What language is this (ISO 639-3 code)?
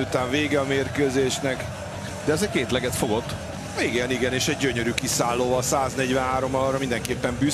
hun